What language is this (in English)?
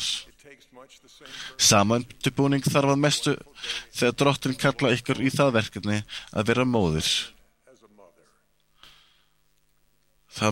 Icelandic